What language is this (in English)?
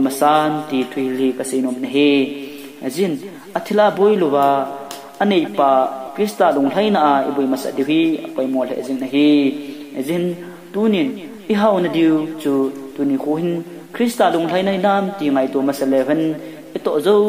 Thado Chin